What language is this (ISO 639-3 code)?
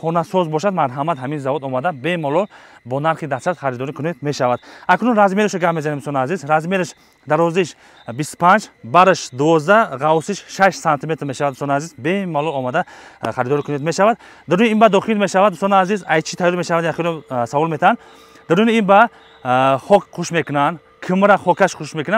tgk